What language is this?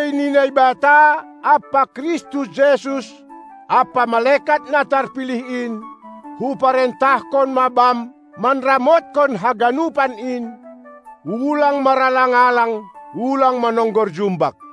Batak Simalungun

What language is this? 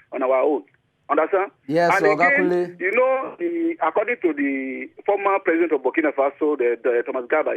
Nigerian Pidgin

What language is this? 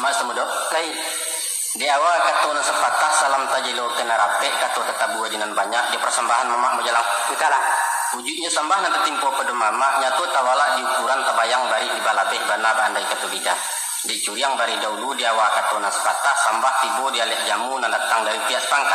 Minangkabau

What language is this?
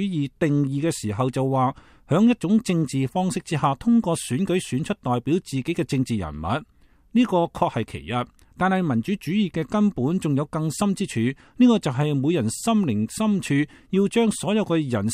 Cantonese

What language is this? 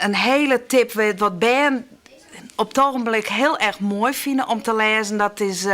Western Frisian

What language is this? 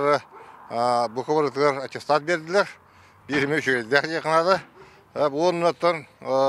Yakut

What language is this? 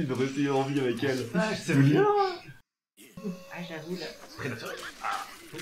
French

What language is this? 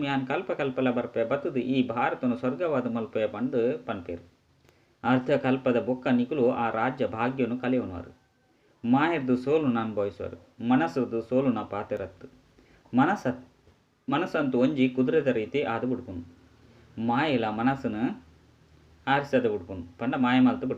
Tulu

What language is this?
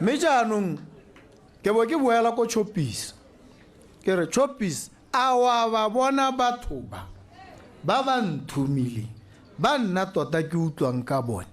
Tswana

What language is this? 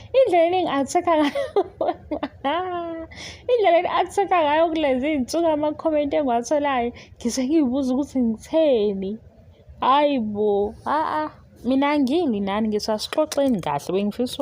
Zulu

